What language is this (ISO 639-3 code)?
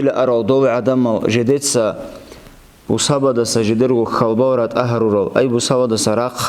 ava